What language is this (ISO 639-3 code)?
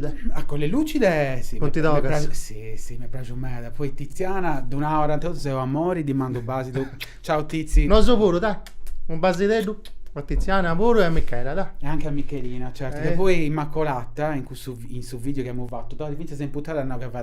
srd